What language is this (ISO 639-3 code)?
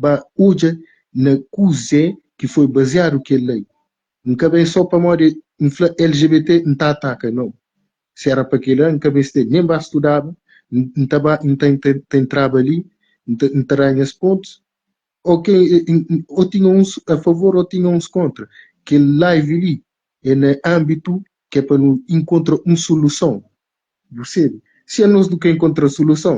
kea